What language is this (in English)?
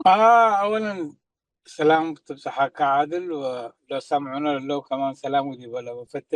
Tigre